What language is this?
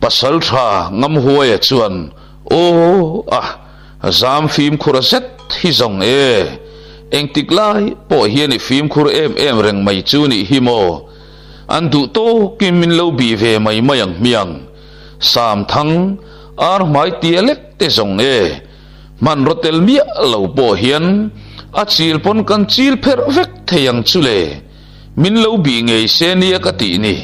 Mizo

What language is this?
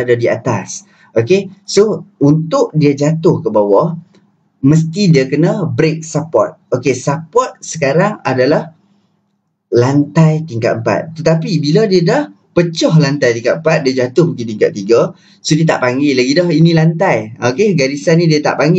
Malay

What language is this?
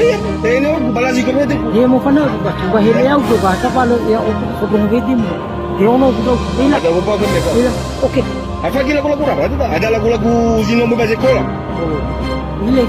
Nias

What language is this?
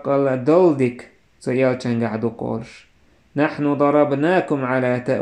Chechen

